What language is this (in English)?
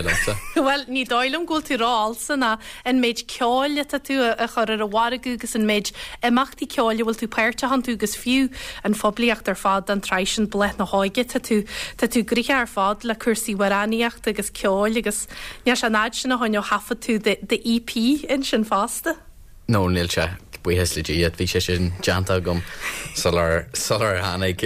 Irish